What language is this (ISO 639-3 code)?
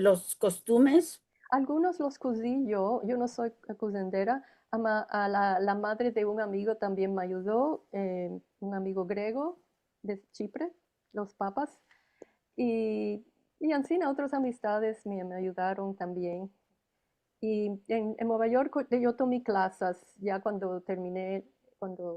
lad